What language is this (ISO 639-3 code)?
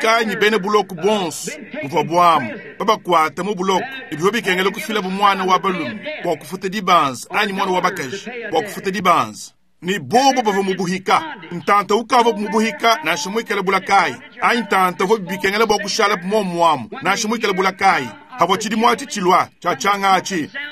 lua